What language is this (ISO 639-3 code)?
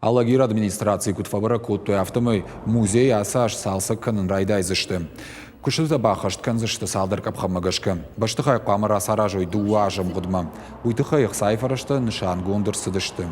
oss